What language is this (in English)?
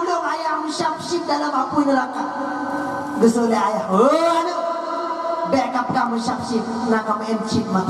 Achinese